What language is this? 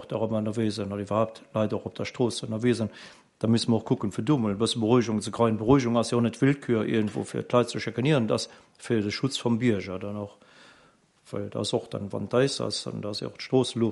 Luxembourgish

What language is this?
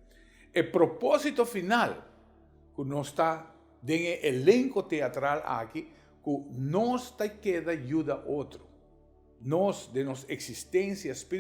Papiamento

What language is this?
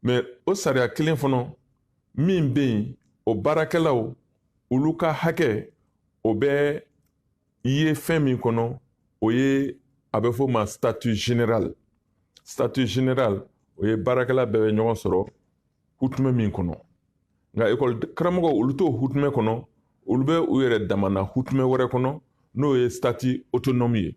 Bambara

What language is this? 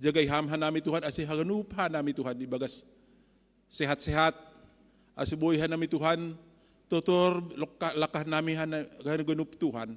Batak Simalungun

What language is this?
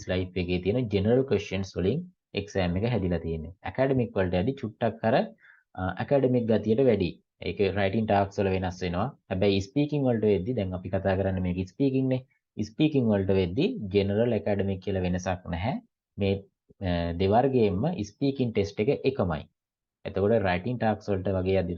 Sinhala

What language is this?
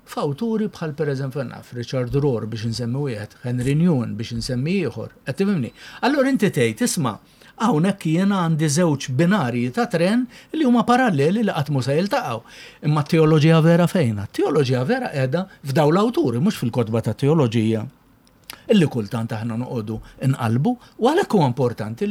Maltese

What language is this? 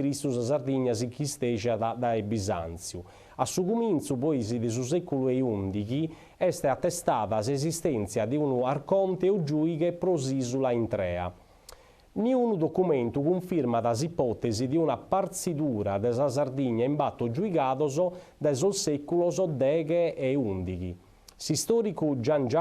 Sardinian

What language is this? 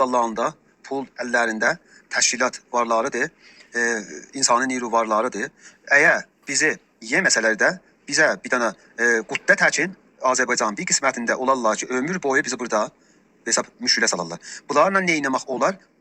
South Azerbaijani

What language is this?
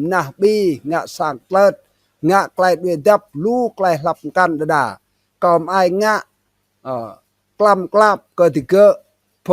Rade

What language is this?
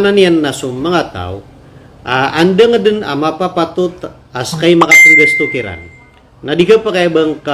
Maranao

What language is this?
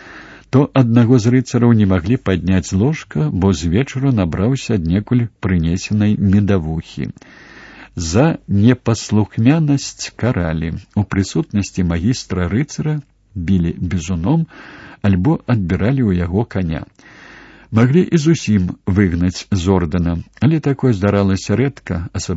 Belarusian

